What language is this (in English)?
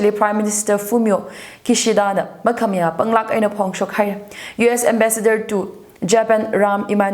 Tangkhul Naga (India)